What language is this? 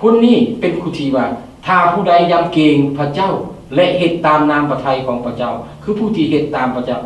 Lao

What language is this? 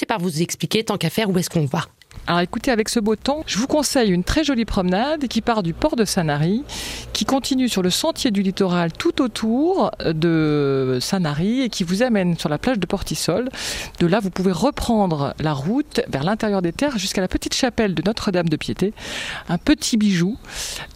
French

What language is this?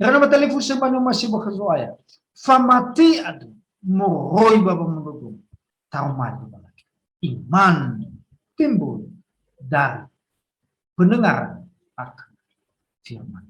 Nias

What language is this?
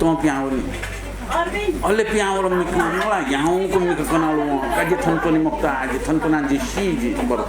Newari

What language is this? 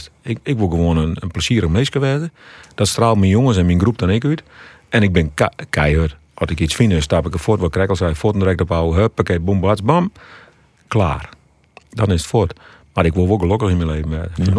Western Frisian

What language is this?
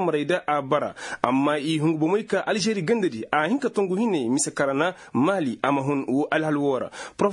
Koyraboro Senni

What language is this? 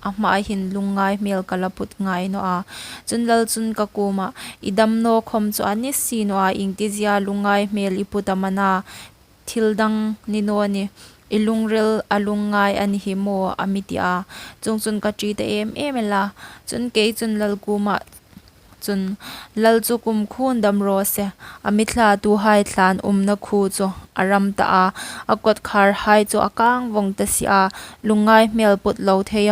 Hmar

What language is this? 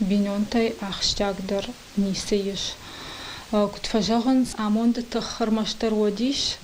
Ossetic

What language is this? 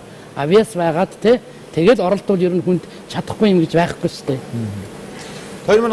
Mongolian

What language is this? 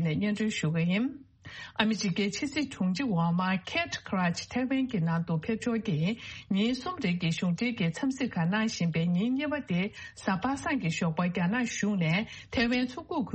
Tibetan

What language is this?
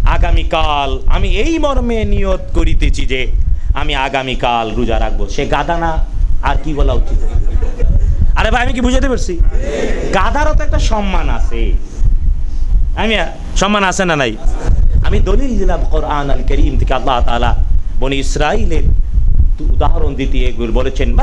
Bangla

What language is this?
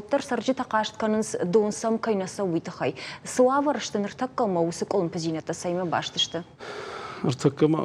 Ossetic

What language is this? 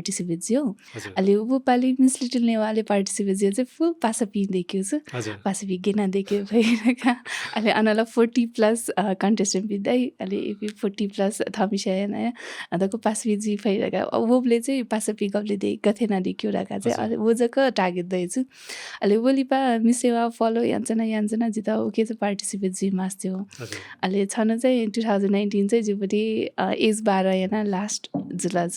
Newari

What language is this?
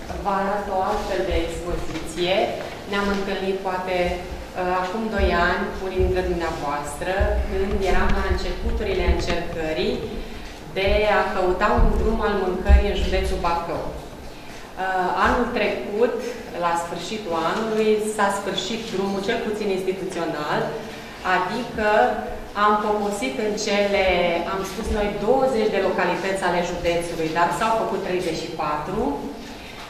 Romanian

